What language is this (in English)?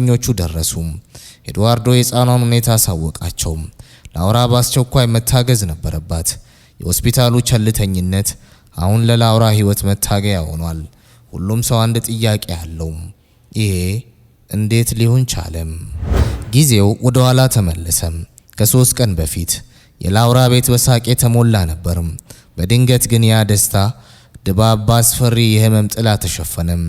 Amharic